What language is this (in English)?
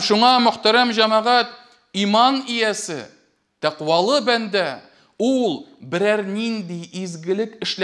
Tatar